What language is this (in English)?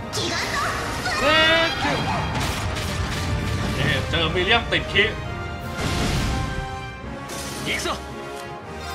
Thai